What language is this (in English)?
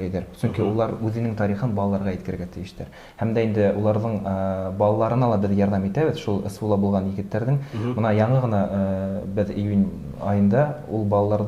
Bashkir